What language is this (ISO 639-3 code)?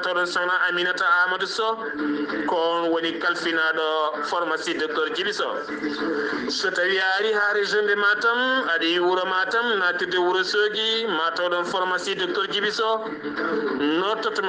ful